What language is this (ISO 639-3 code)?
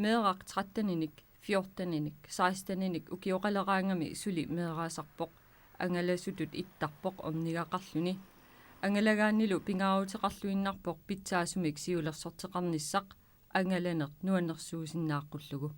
kal